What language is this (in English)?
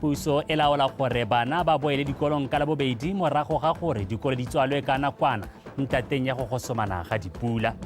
Tswana